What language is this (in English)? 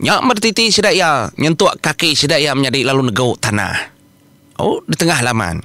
Iban